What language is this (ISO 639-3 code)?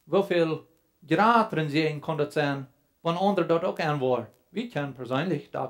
pdt